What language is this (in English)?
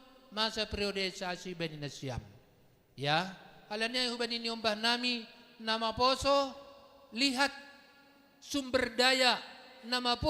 Batak Simalungun